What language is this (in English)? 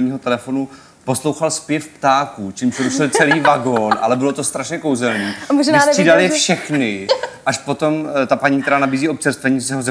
Czech